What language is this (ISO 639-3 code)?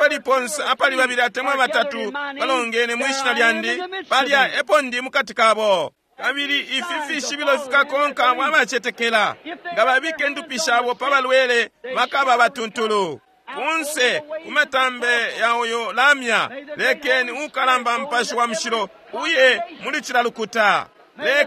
bem